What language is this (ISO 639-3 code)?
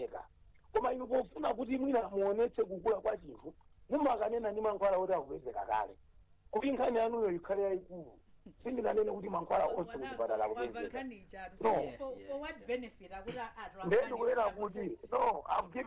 nya